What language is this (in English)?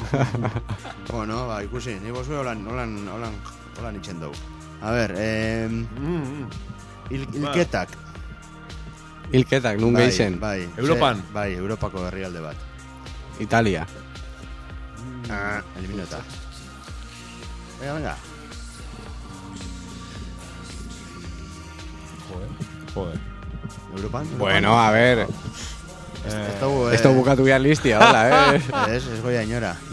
Basque